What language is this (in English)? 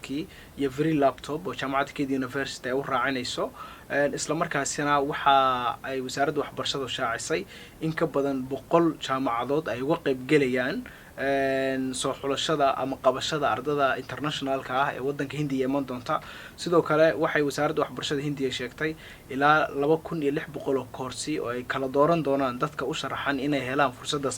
Somali